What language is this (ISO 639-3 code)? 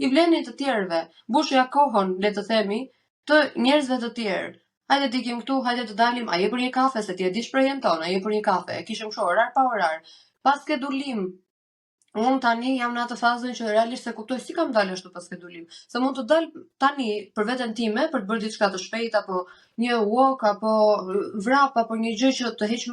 sqi